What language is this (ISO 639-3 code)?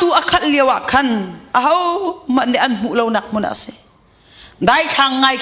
cnh